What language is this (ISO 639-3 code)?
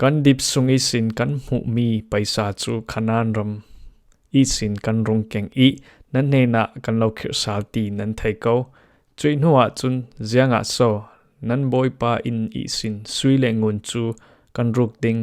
cfm